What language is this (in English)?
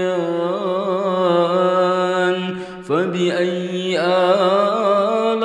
Arabic